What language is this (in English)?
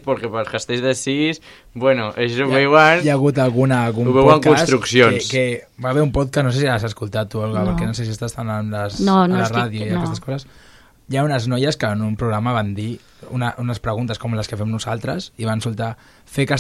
Catalan